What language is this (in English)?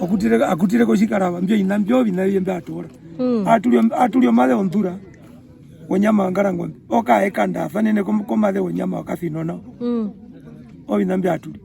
Herero